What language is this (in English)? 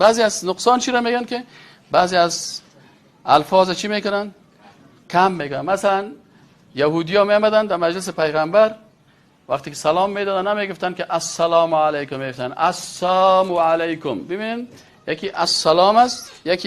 Persian